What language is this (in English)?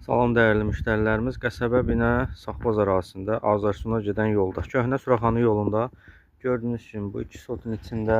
Azerbaijani